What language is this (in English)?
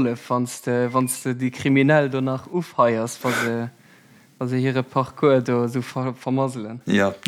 Luxembourgish